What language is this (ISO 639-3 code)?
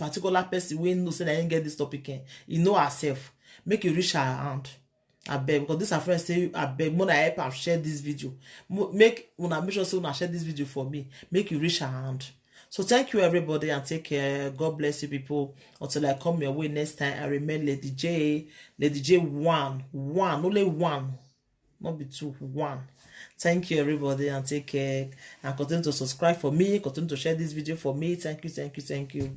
pcm